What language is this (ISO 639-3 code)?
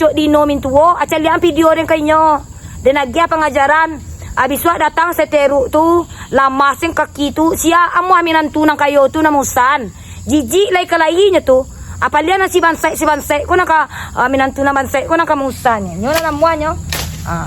min